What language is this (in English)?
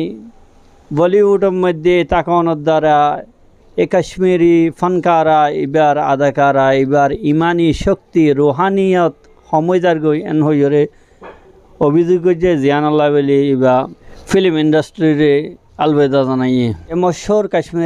Rohingya